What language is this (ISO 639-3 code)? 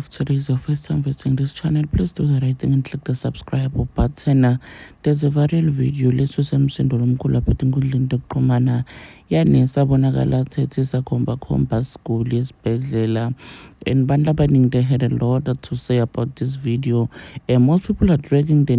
zul